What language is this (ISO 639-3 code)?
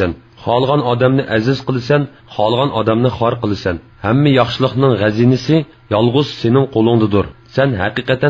uig